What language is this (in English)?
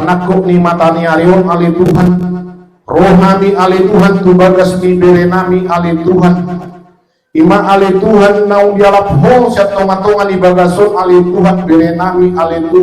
Batak Toba